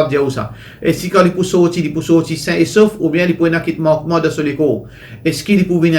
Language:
Morisyen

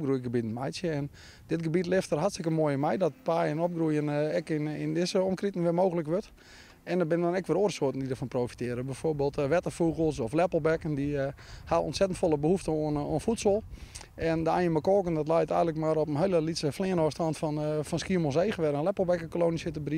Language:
Western Frisian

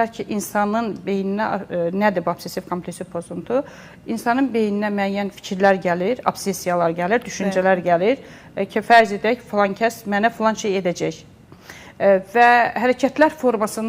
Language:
Azerbaijani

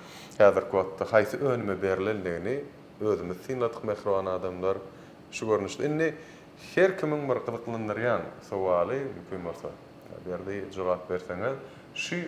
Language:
Turkmen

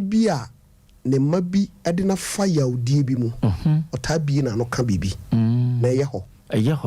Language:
Akan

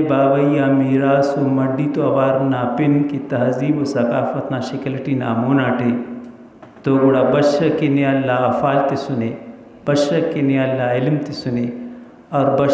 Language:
Brahui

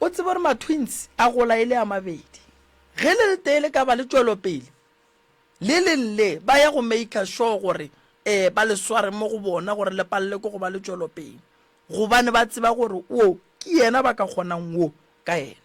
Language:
Northern Sotho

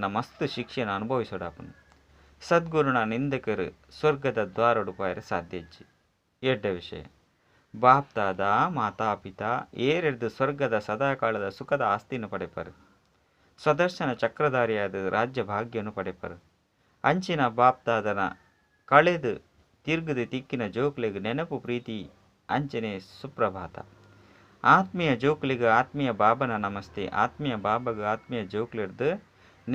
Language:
Tulu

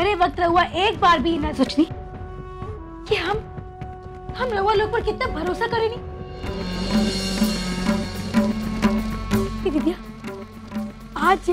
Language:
Bhojpuri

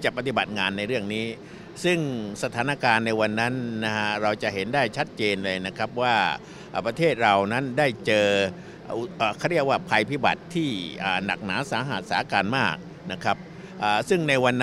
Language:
Thai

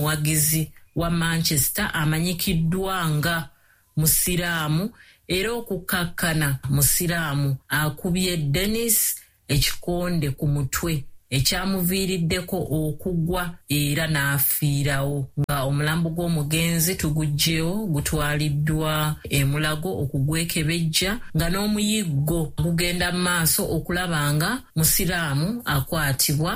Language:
Ganda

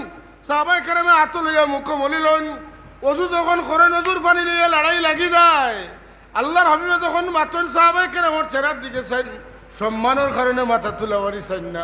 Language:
Sylheti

